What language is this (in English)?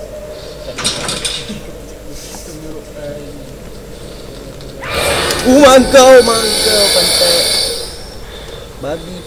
Malay